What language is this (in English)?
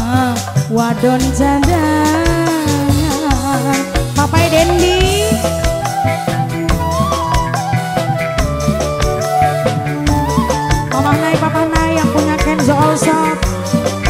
Indonesian